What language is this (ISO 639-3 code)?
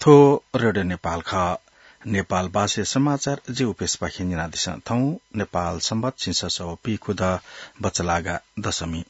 new